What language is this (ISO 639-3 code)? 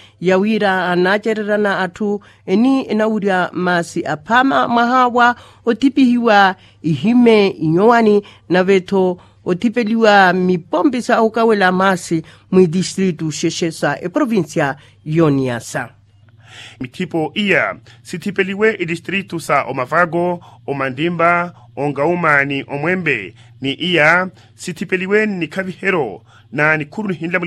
vmw